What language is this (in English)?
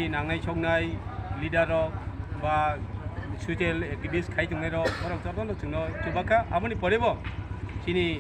Kok Borok